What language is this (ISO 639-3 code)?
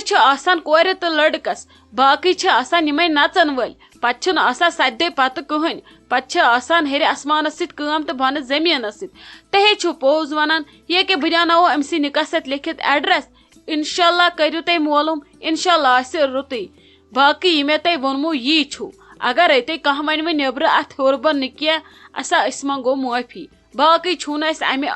kas